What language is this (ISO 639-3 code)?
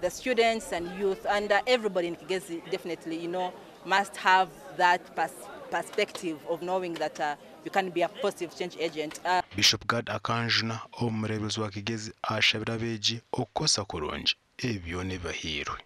nyn